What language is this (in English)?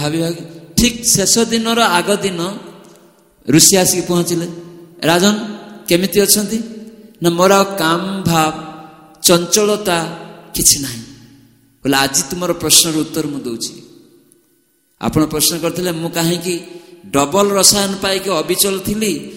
Odia